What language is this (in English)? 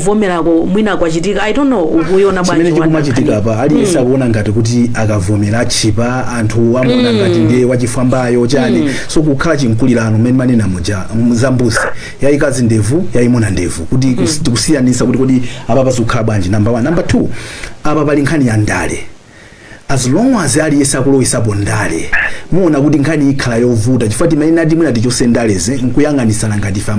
Nyanja